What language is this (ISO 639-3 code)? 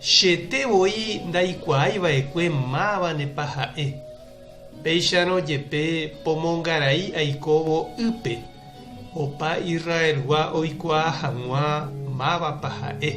grn